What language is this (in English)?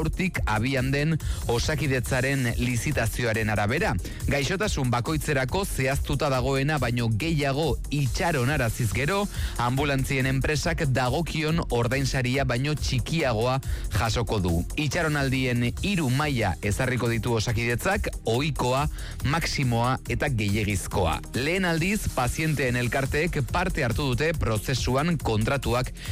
Basque